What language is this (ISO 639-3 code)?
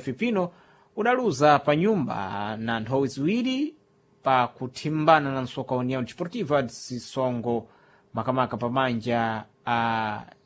seh